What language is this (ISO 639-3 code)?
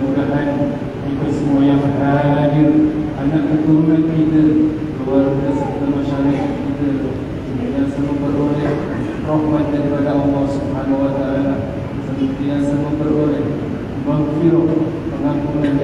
msa